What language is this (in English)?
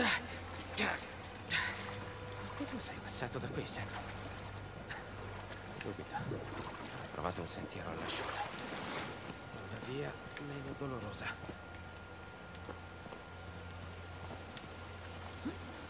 Italian